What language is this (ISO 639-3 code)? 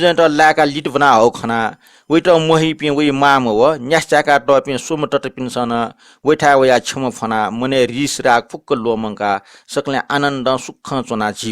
new